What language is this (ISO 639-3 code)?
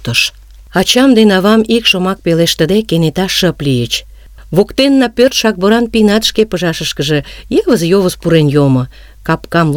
chm